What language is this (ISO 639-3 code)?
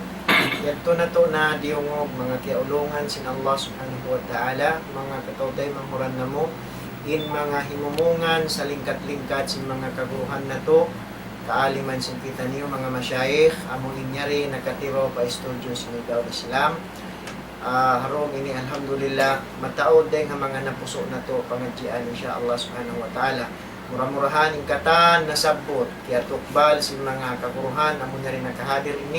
tsg